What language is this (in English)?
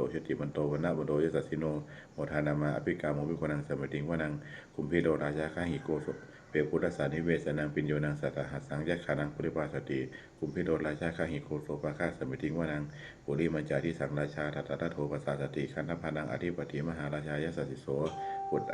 Pali